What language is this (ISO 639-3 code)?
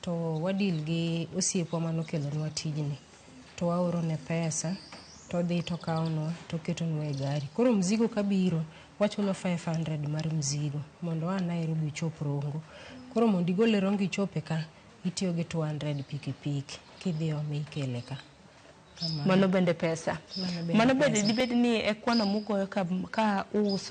luo